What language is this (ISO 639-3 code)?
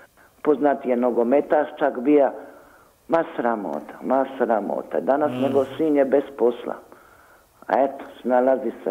hrv